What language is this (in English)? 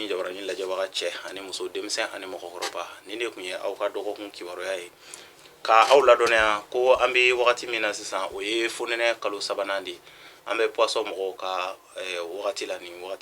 Bambara